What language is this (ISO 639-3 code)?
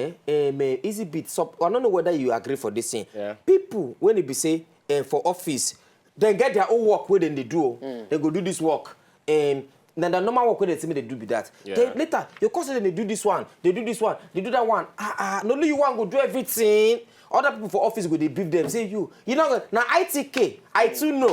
pcm